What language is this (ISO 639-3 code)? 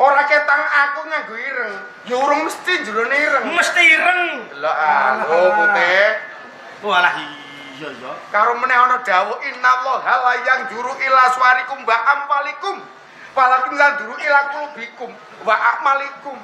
jav